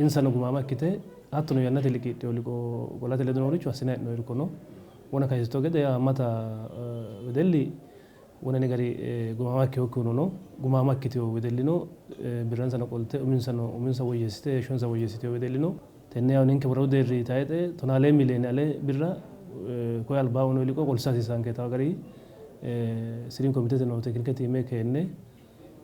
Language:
Sidamo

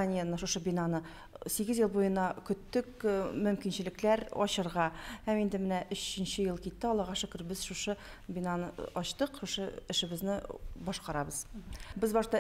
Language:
Bashkir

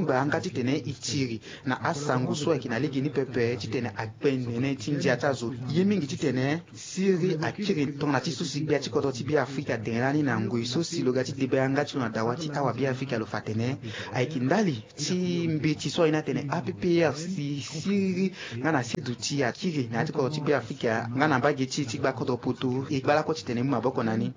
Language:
Sango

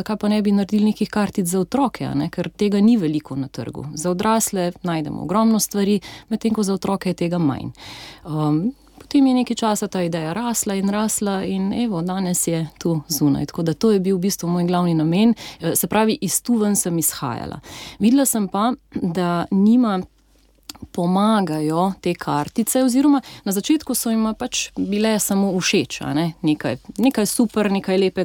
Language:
Slovenian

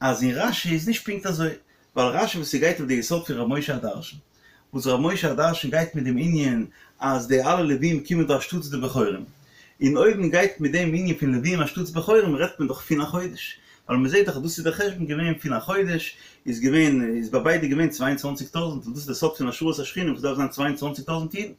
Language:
Yiddish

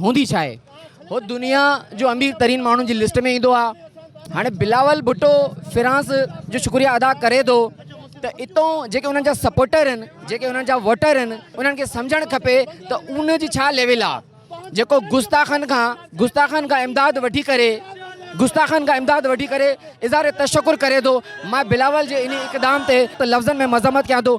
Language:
Sindhi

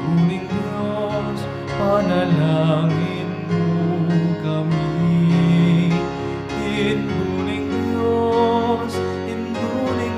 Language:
Pampanga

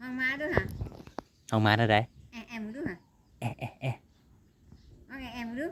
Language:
Northeastern Thai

